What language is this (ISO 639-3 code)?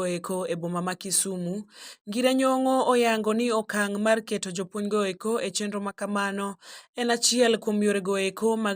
luo